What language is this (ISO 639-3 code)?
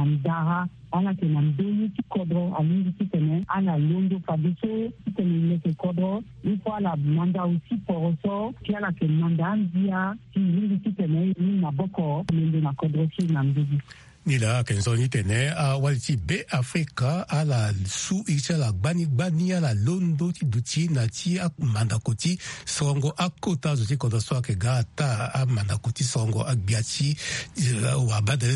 sag